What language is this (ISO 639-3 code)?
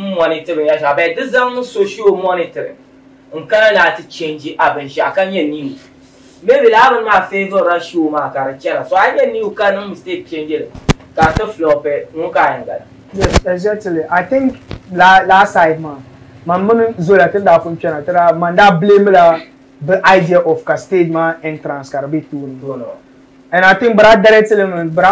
dag